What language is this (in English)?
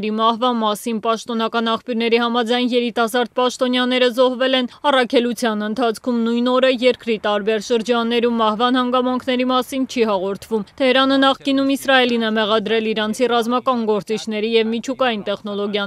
Armenian